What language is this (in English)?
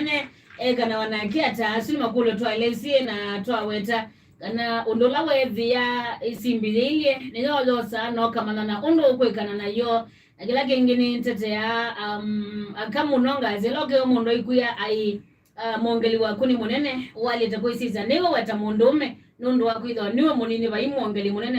Kamba